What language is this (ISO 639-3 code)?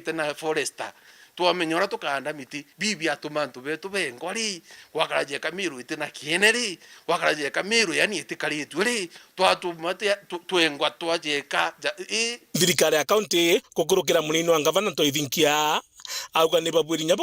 mer